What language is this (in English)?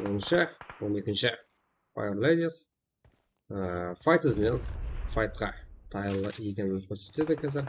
Kara-Kalpak